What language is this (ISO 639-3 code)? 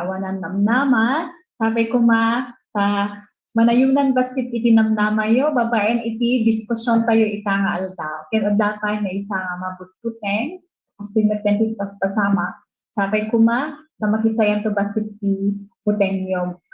ilo